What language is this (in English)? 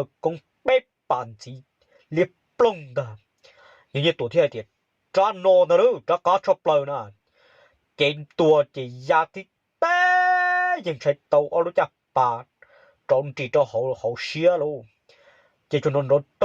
Hmong